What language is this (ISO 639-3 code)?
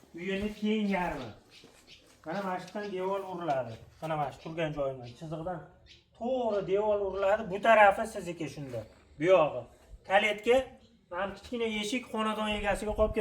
uzb